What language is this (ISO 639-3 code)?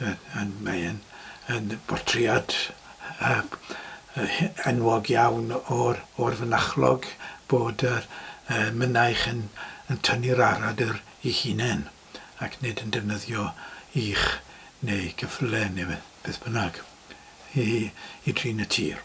cym